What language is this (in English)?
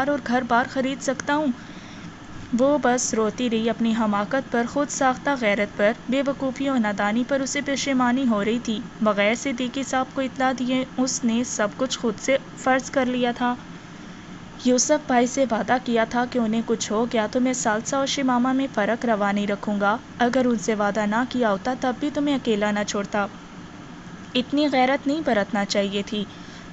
Urdu